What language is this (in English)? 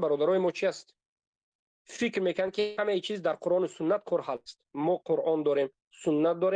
Tajik